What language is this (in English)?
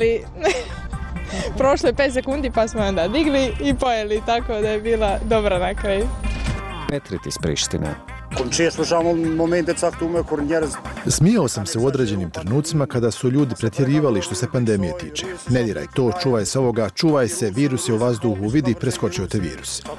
Bosnian